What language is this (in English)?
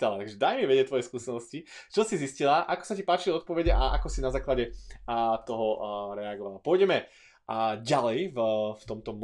Slovak